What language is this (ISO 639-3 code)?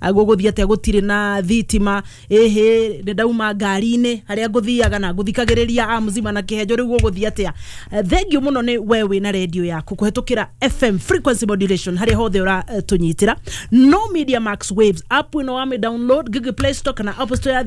kik